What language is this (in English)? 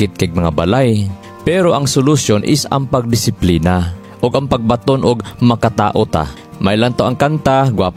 Cebuano